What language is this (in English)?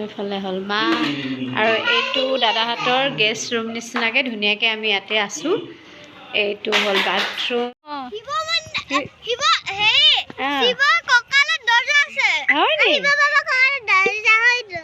Assamese